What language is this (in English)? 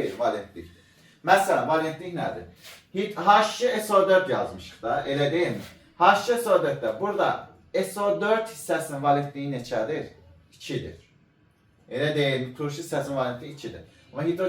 Azerbaijani